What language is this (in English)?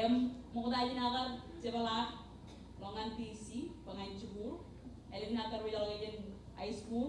Marshallese